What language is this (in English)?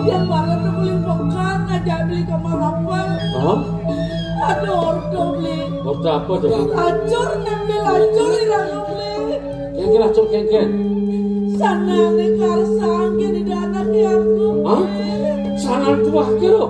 Balinese